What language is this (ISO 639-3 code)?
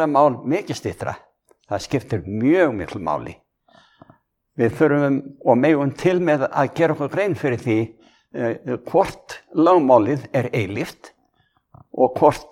isl